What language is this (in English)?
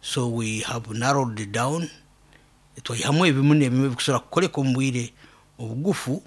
Nyoro